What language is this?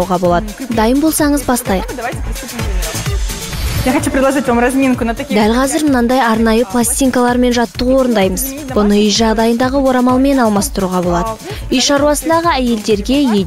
Kazakh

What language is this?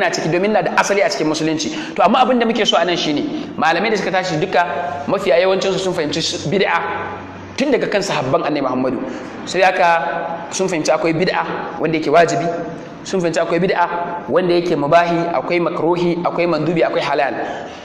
Hausa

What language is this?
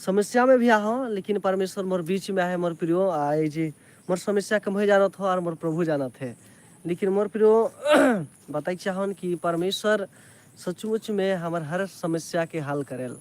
Sadri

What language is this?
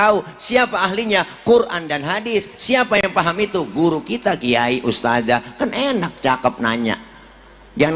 Betawi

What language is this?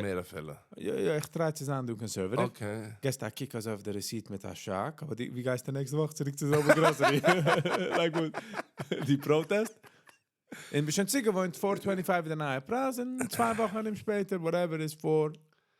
Yiddish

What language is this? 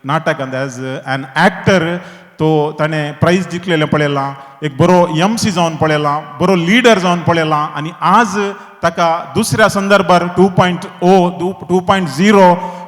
Konkani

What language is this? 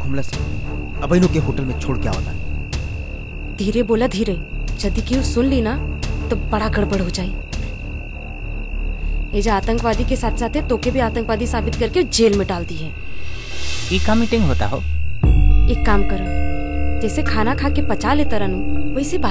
Bhojpuri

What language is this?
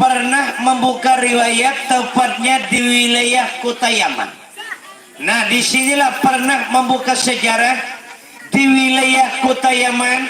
Banjar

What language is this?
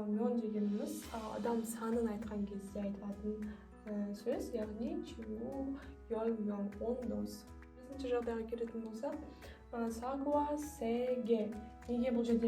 Kazakh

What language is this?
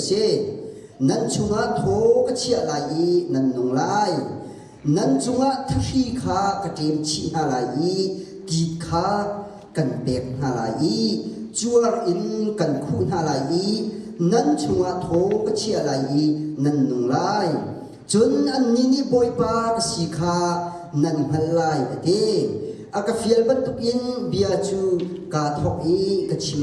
Hakha Chin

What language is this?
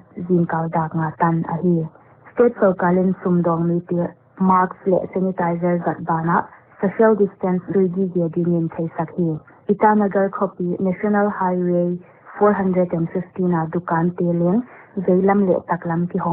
Paite Chin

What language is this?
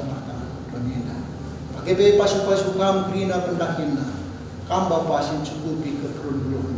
Batak Karo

